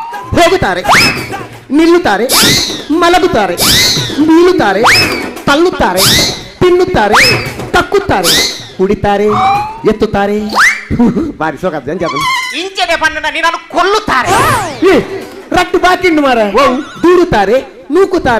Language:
Tulu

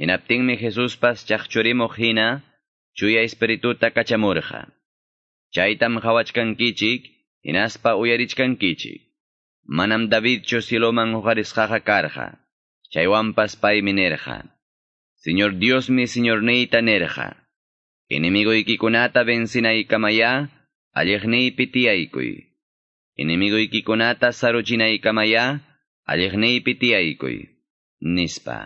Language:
Quechua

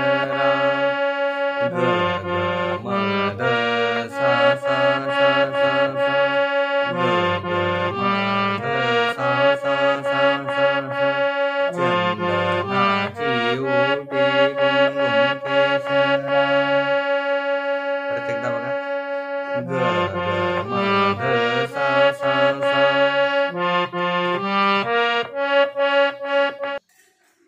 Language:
Marathi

